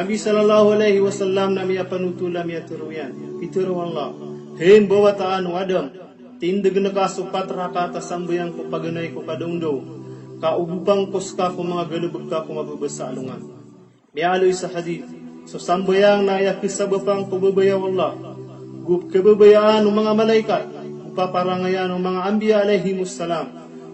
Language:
Maranao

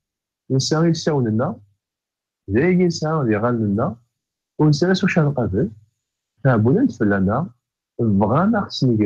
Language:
Kabyle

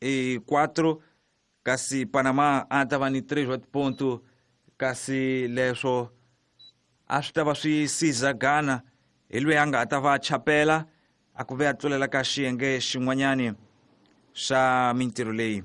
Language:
Tsonga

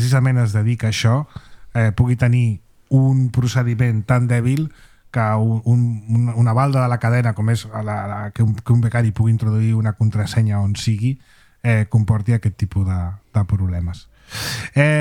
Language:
Catalan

